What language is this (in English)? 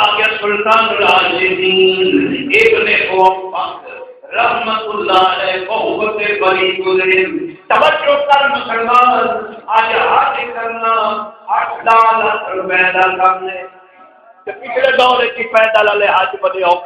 Saraiki